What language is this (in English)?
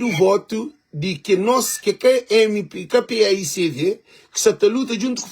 Kabuverdianu